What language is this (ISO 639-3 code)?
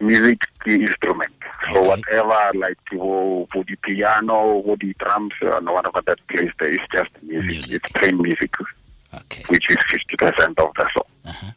tsn